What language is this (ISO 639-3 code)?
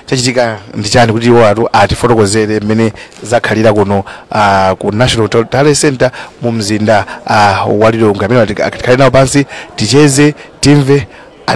nya